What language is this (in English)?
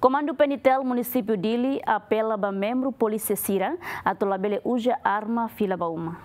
Tetum